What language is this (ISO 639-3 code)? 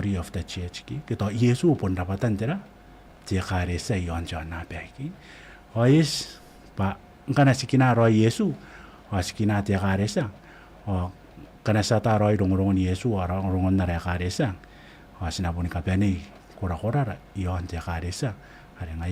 gil